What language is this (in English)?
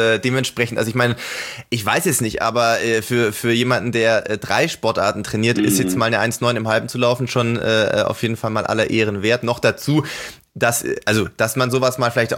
German